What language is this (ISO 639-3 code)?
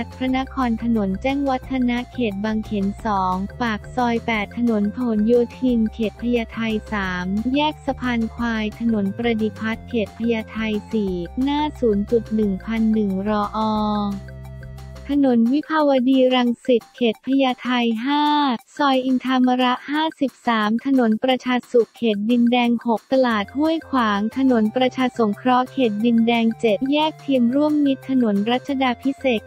tha